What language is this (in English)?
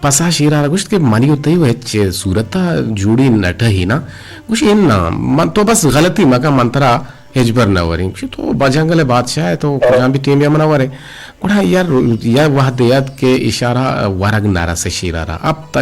Eastern Balochi